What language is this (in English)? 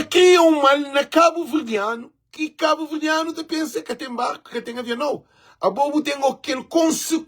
Kabuverdianu